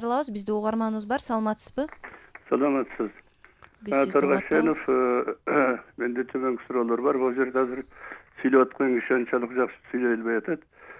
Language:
Kyrgyz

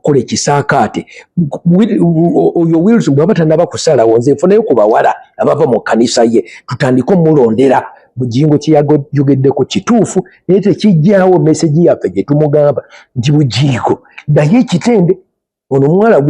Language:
Ganda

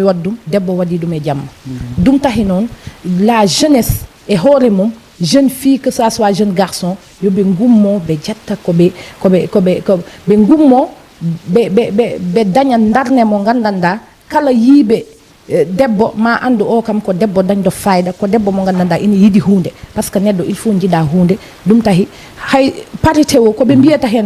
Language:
Fula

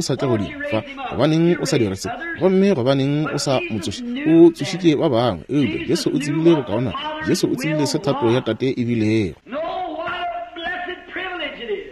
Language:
Northern Sotho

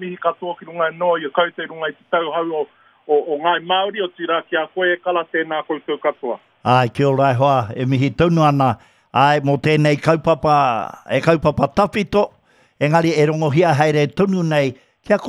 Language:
Māori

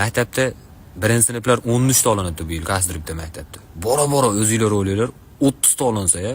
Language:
Uzbek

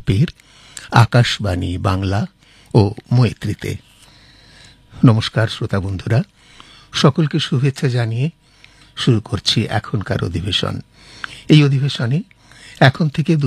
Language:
Bangla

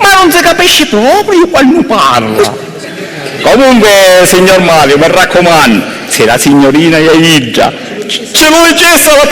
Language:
Sicilian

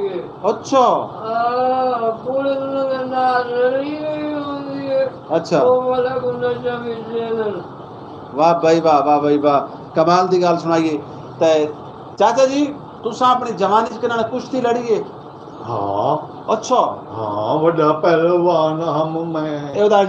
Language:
Saraiki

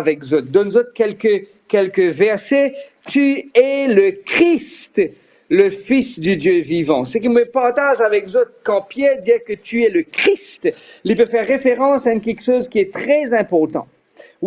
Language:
Morisyen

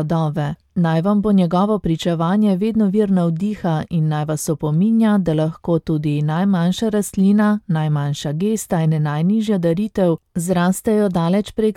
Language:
Slovenian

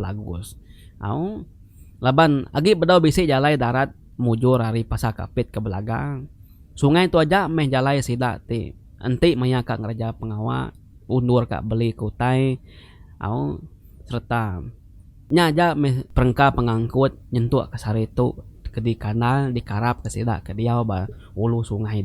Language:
Iban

